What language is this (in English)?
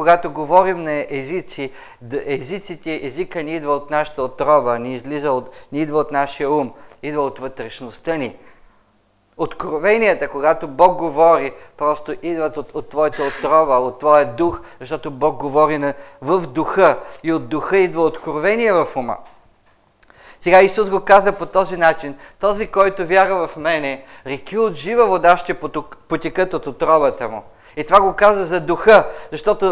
Bulgarian